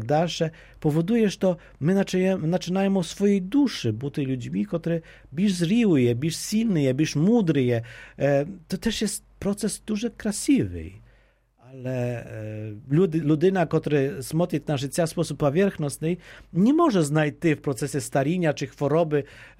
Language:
Polish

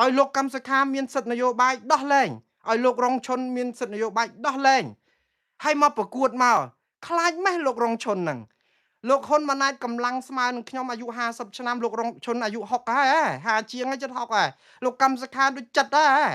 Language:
Khmer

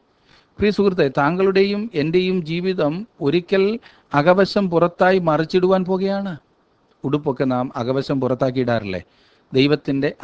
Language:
Malayalam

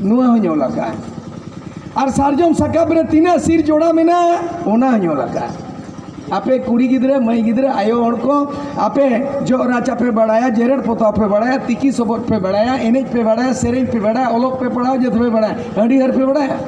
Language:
Santali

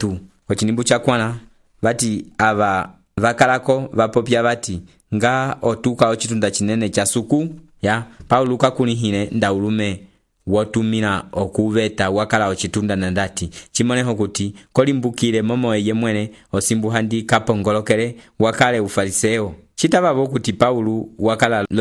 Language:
Umbundu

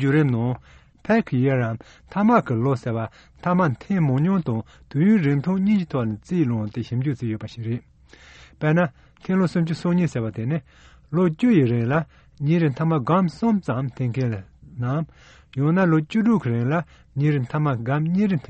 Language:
Tibetan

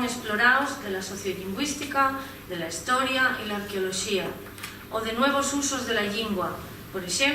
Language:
Asturian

